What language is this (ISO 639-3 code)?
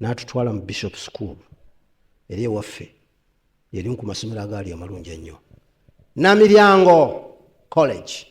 lug